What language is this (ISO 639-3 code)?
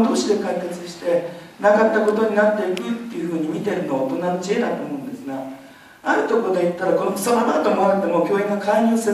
jpn